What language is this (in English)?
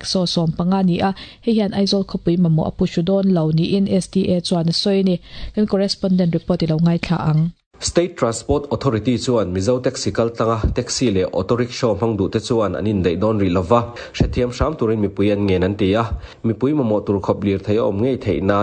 Mizo